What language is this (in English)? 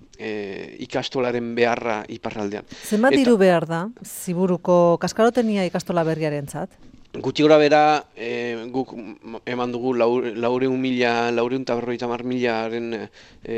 Basque